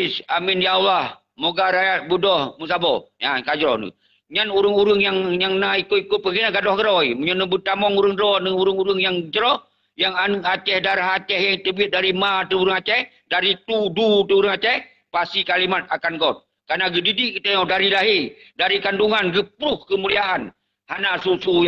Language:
Achinese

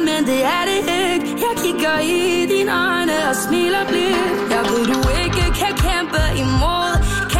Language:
Danish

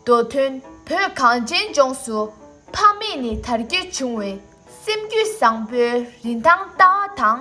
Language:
Tibetan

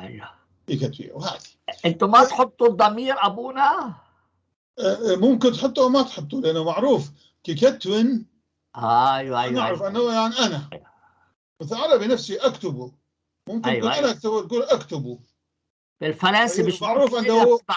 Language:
North Levantine Arabic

